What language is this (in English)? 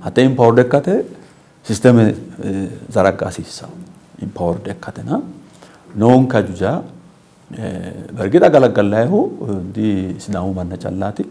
Sidamo